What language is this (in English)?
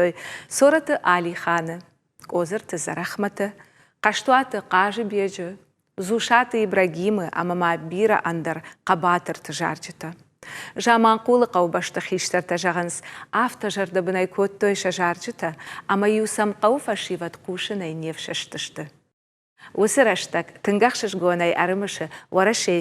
Ossetic